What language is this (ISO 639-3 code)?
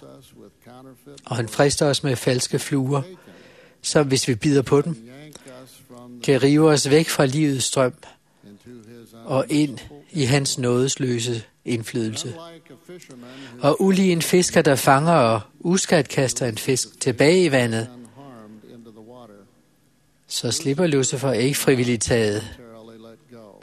dan